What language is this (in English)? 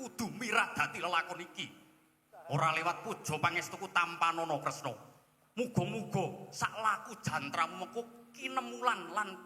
Javanese